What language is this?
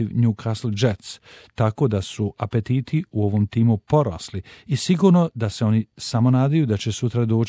Bosnian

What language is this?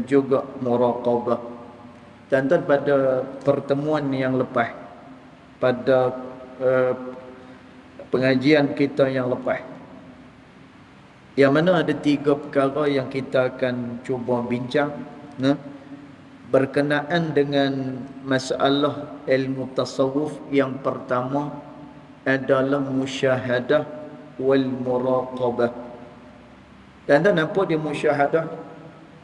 Malay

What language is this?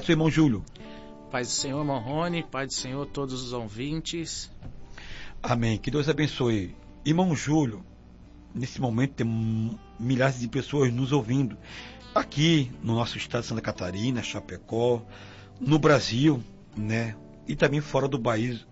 Portuguese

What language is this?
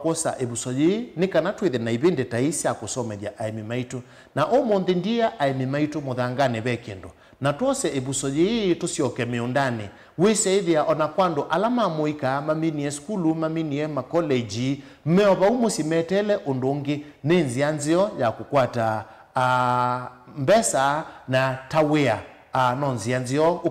Kamba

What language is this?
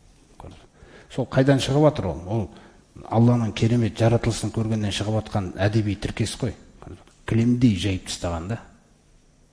Kazakh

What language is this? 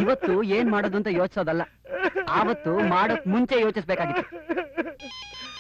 Kannada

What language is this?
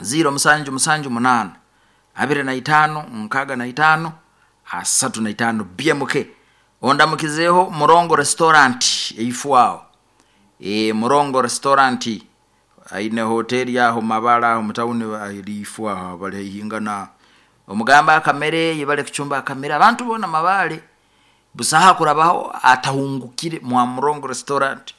Nyoro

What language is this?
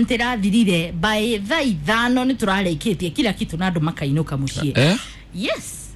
Kikuyu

